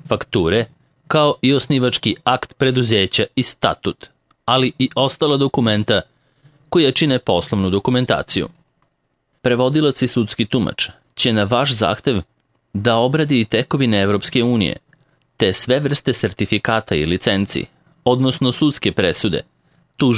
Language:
Serbian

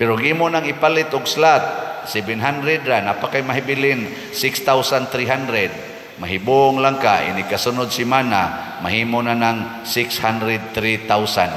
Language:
Cebuano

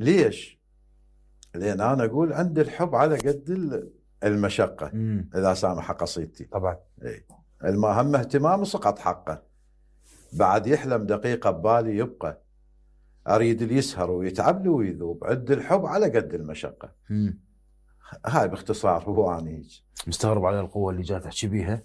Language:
Mesopotamian Arabic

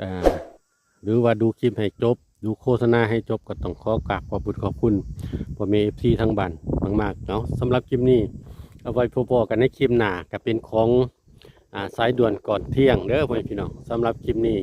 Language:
Northeastern Thai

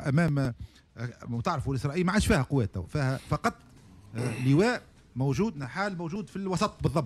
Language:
Tunisian Arabic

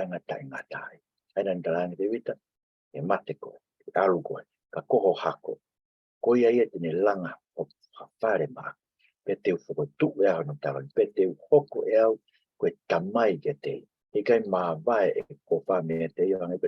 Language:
Tongan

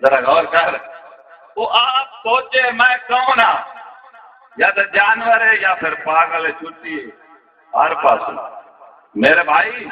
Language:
Saraiki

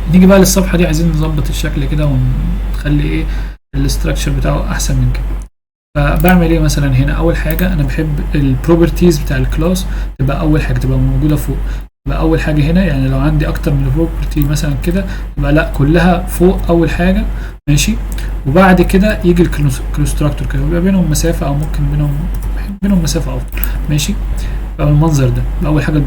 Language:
Egyptian Arabic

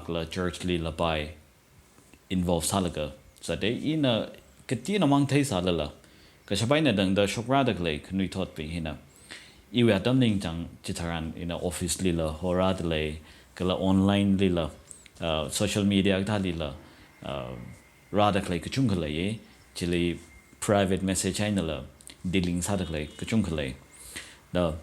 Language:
Tangkhul Naga (India)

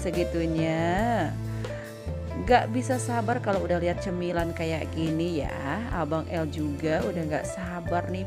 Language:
Indonesian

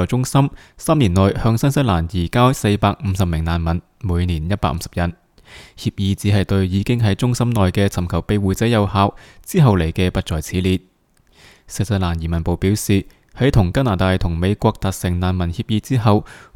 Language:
Cantonese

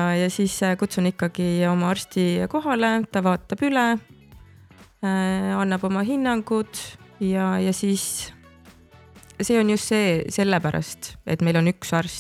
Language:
Estonian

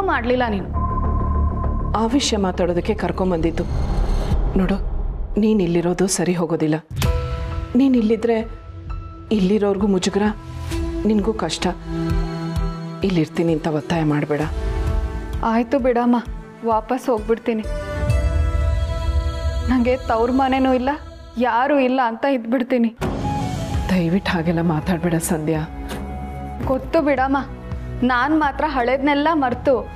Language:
Kannada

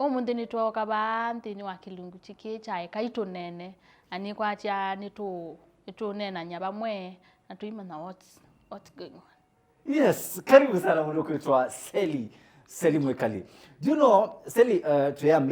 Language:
Kamba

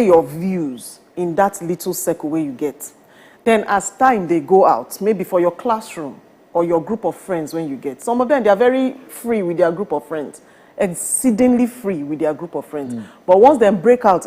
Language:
Nigerian Pidgin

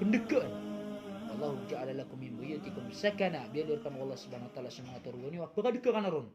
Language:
Maranao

